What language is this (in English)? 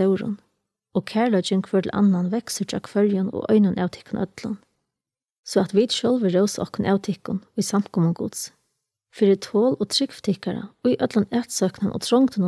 Faroese